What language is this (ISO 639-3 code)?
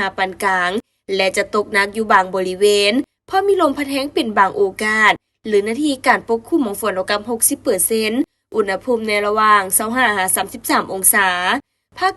lao